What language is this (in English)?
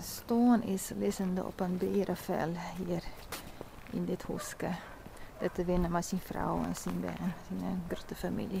Western Frisian